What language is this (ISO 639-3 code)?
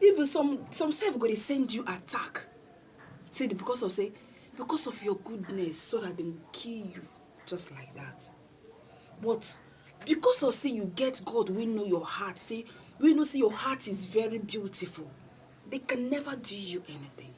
pcm